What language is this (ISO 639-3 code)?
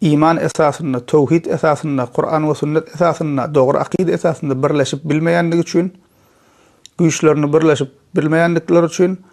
tuk